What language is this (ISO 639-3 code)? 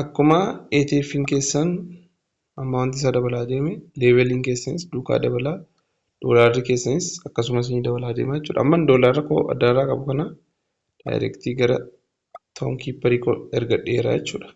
orm